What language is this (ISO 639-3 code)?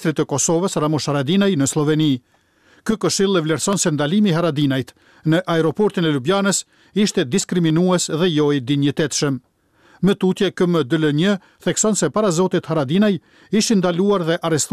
sqi